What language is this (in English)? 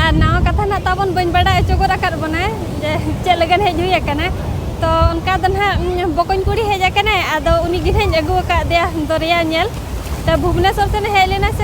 Santali